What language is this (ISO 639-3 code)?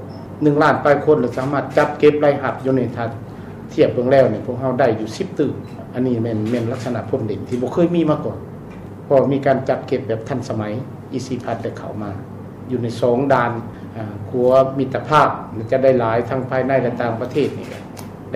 lao